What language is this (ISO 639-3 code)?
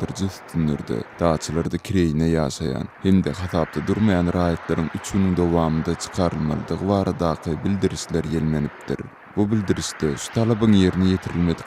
tuk